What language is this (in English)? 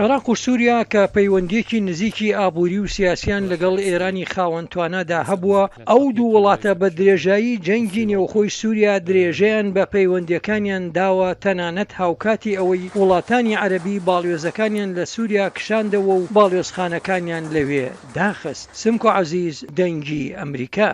Central Kurdish